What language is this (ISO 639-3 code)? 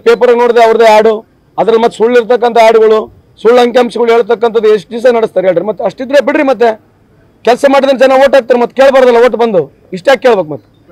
kan